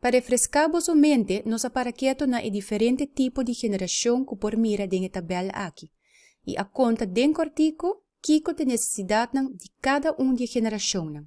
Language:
Papiamento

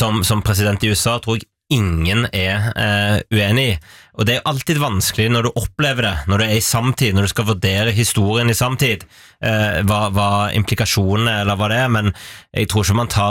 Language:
Norwegian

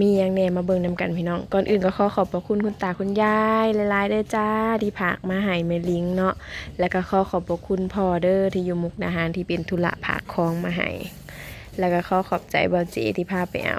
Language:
Northeastern Thai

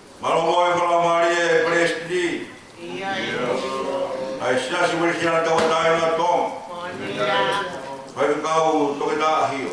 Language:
Tongan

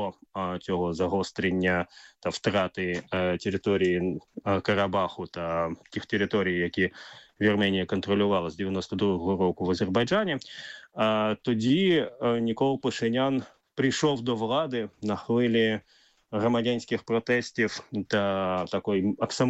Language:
Ukrainian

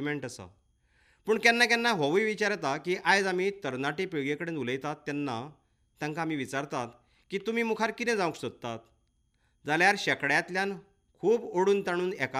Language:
Konkani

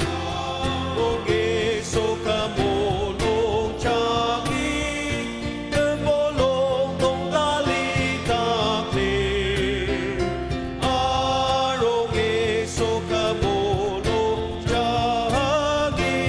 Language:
Ao Naga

